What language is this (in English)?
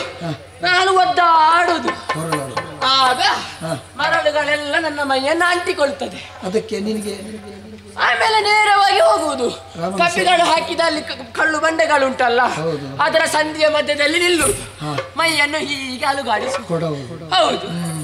Kannada